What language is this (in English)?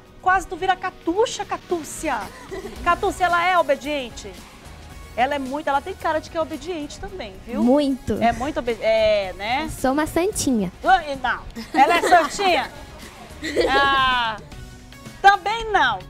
Portuguese